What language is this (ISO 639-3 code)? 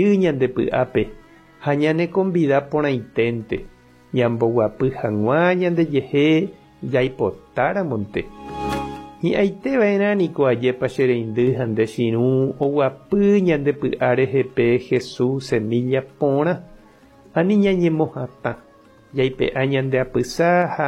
grn